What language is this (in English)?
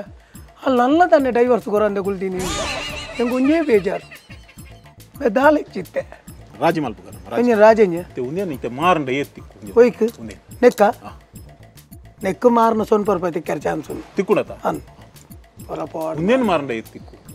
Tulu